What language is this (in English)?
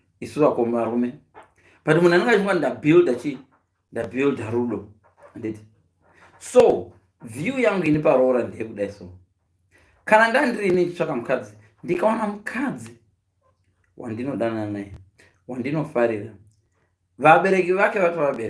Shona